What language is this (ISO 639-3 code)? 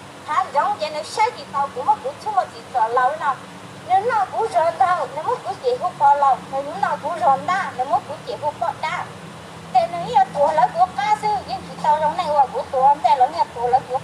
hmn